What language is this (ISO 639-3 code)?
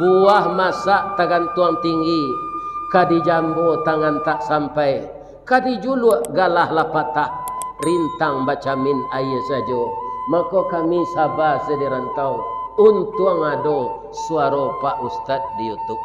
min